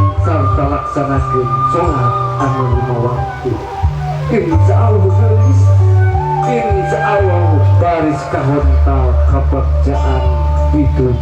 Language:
Sundanese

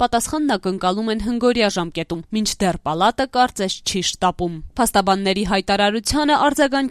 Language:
Armenian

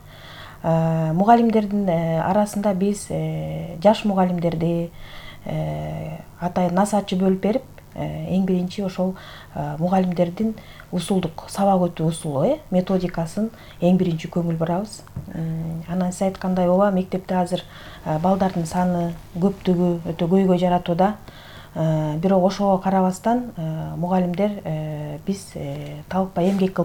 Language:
Kyrgyz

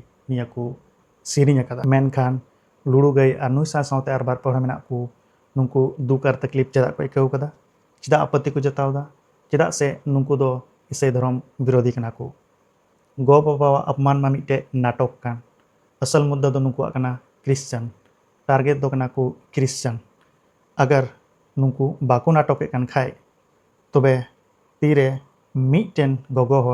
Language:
Santali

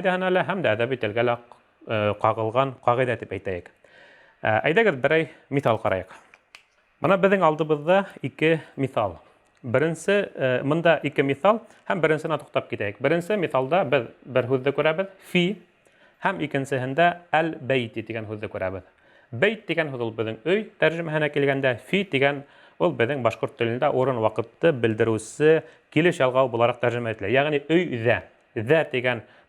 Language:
Bashkir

